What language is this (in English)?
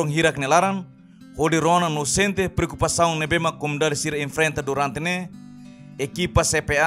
Tetum